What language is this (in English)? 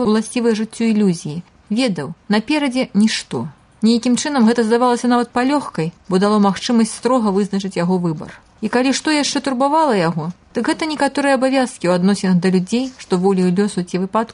Belarusian